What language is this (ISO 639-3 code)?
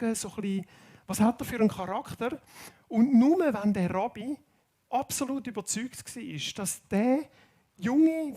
gsw